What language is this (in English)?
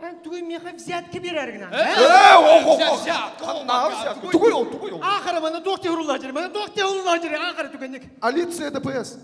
Yakut